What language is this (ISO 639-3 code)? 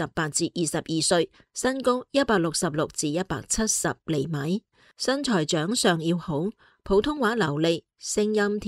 yue